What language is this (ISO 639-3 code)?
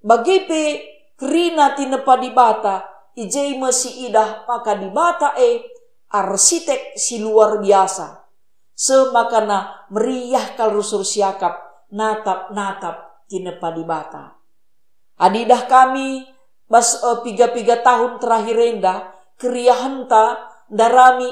btx